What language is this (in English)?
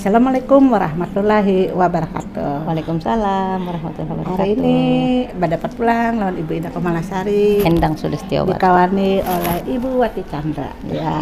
Banjar